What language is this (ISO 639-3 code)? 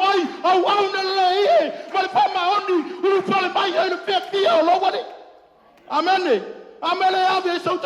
smo